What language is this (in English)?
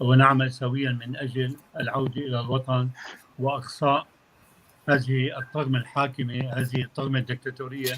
North Levantine Arabic